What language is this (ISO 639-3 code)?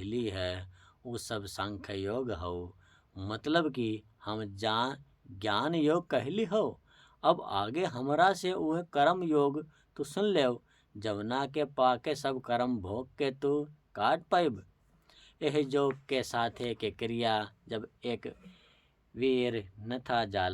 bho